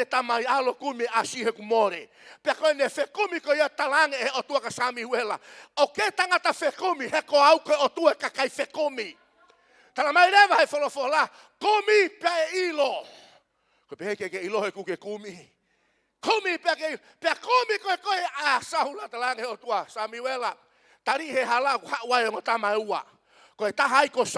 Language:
Tongan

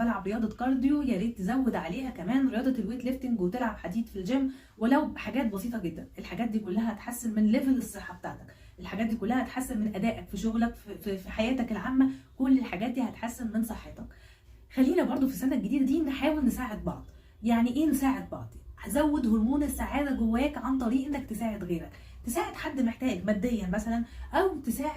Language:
Egyptian Arabic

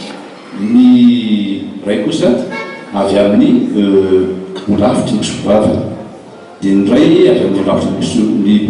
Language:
Malagasy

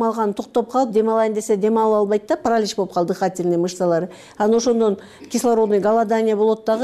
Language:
Kyrgyz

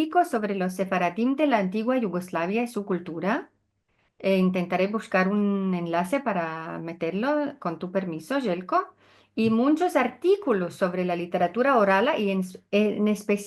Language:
Ladino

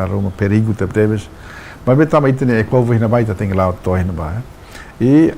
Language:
Tetum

